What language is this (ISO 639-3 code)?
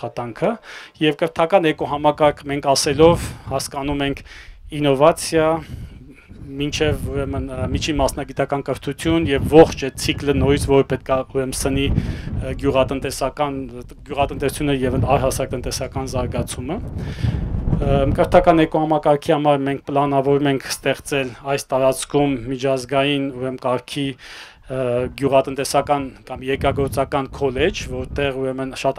hye